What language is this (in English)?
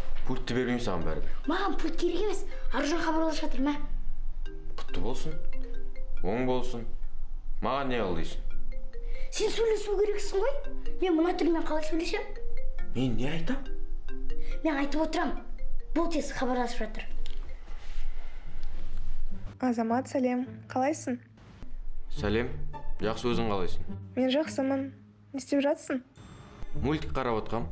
Kazakh